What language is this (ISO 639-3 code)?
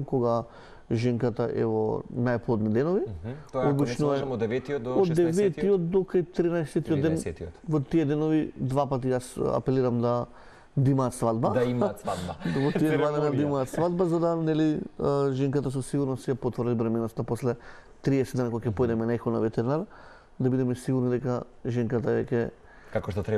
mkd